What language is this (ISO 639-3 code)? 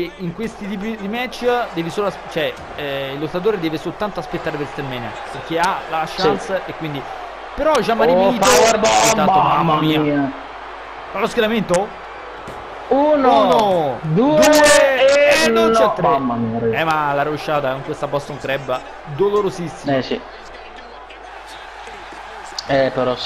ita